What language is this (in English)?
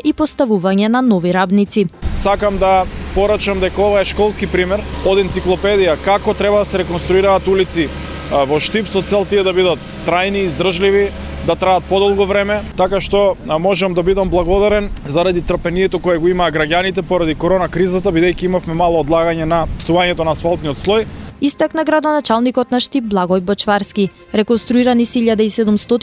Macedonian